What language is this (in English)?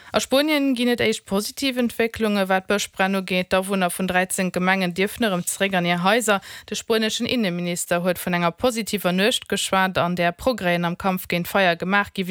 Luxembourgish